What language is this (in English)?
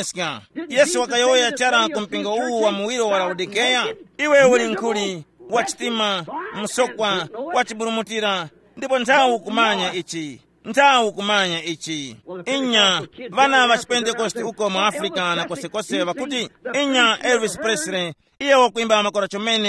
Tumbuka